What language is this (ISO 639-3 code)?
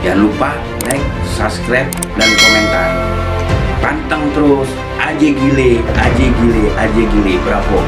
bew